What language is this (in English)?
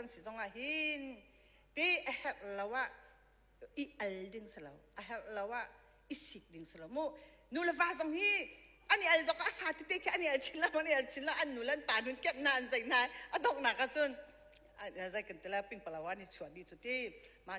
Hakha Chin